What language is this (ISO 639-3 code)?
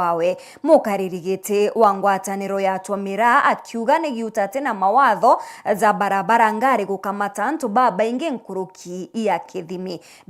mer